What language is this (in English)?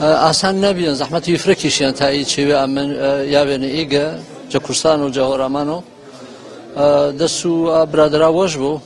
Gurani